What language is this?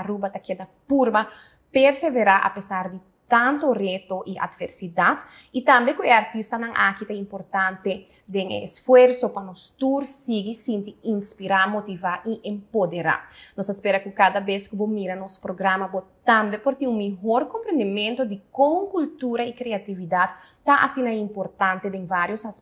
Papiamento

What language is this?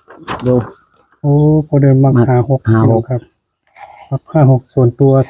Northeastern Thai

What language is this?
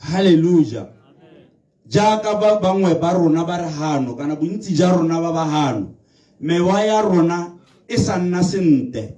Tswana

